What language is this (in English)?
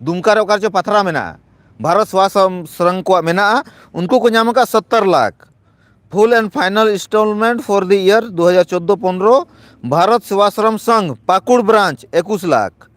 Santali